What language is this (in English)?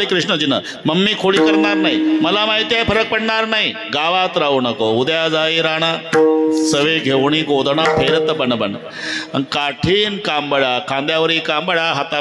Marathi